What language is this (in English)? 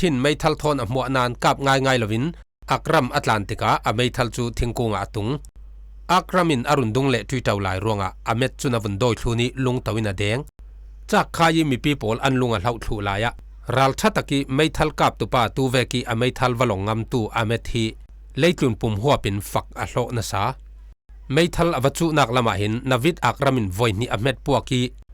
Falam Chin